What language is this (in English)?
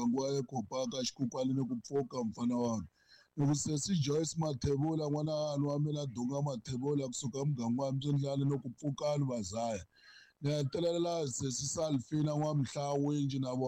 Tsonga